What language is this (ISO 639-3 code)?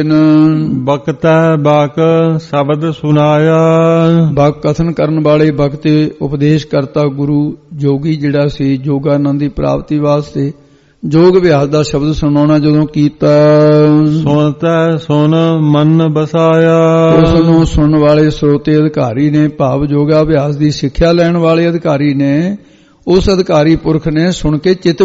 pan